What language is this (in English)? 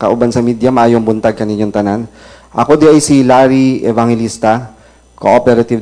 Cebuano